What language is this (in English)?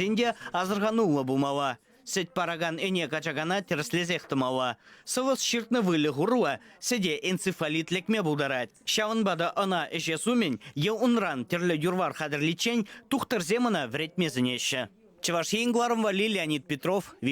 Chuvash